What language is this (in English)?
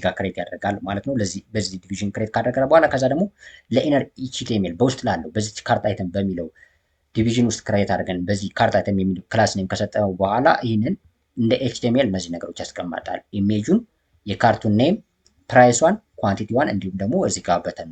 Amharic